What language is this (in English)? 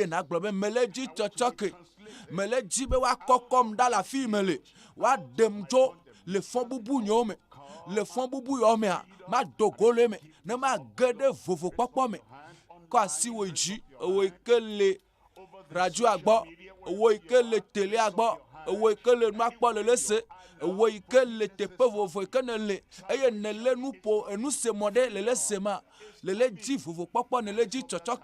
Ewe